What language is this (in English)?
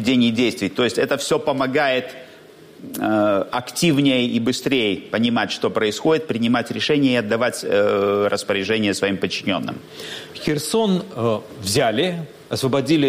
Russian